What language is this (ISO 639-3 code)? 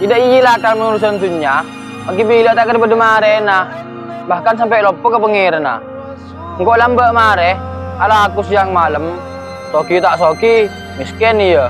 mad